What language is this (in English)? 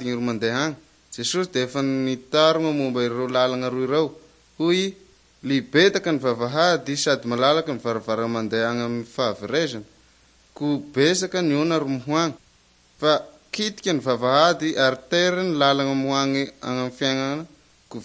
Malagasy